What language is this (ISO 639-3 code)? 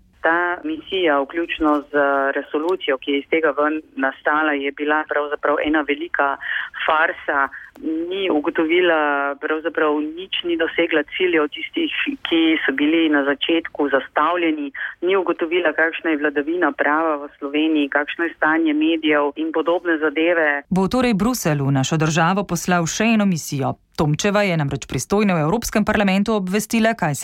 slv